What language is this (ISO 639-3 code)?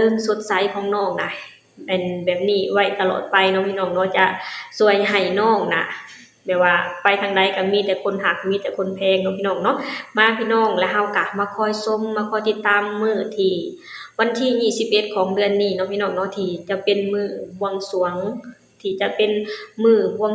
lao